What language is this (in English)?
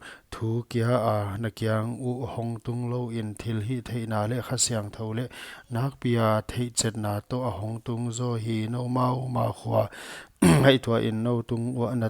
Paite Chin